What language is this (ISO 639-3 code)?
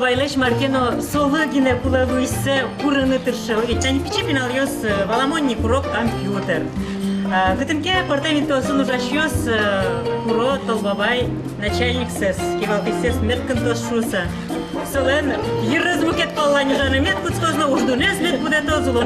udm